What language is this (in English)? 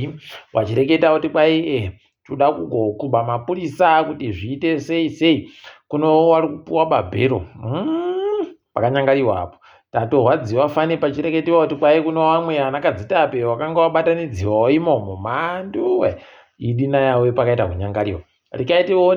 Ndau